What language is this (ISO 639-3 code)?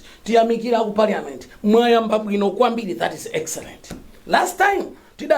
nya